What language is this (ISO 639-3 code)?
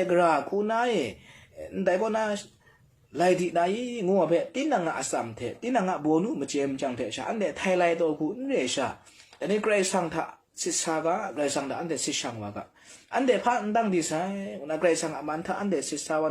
kac